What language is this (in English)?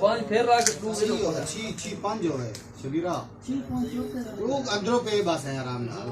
Saraiki